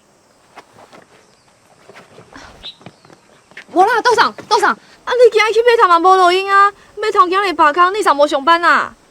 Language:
Min Nan Chinese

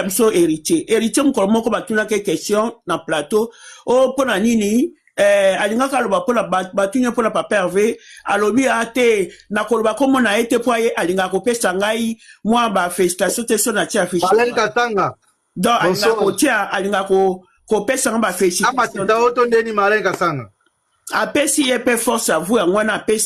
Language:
Lingala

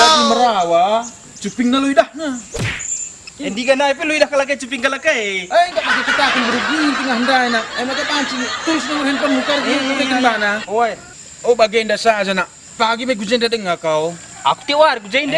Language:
Batak Karo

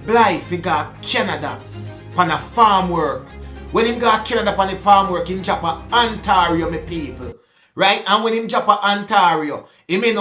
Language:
Jamaican Creole English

